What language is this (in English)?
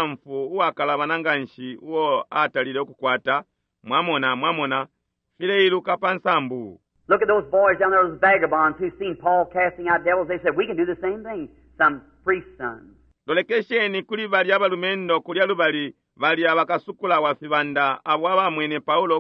Bemba